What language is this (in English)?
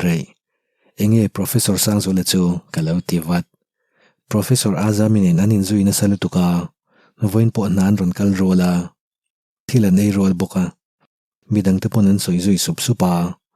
Mizo